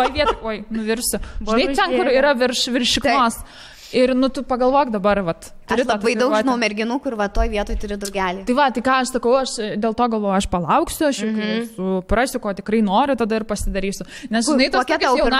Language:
Lithuanian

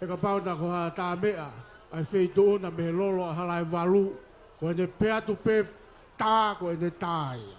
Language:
Tongan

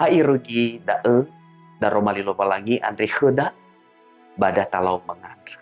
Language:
Nias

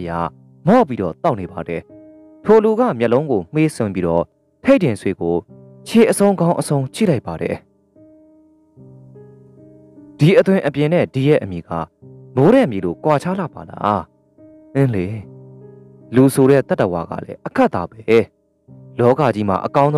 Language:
Burmese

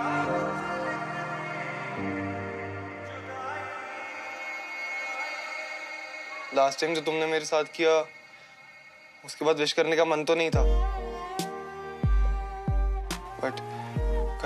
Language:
Hindi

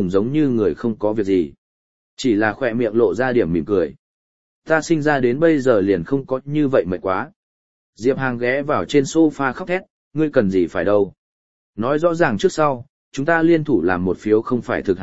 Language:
Vietnamese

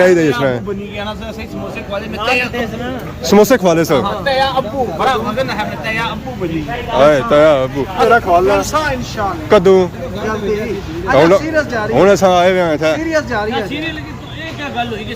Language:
Pahari-Potwari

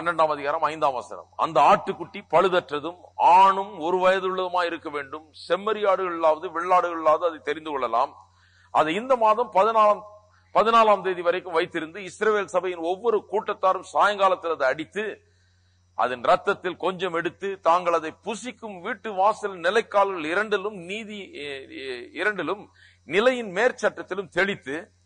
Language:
Tamil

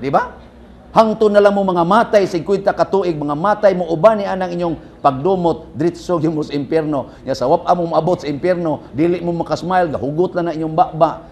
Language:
Cebuano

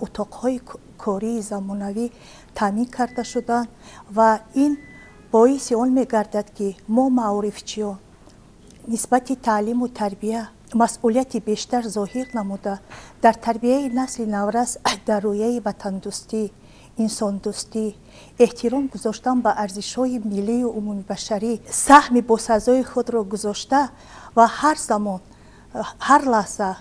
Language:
Tajik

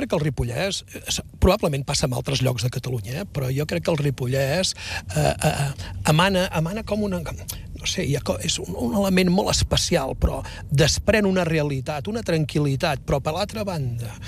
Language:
Catalan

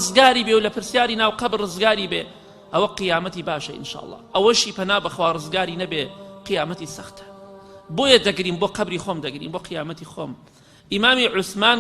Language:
Central Kurdish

